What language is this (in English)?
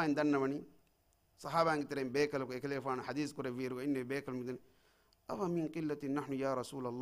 Divehi